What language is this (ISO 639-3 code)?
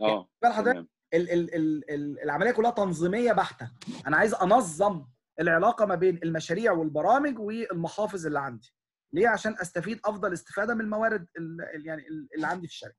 arz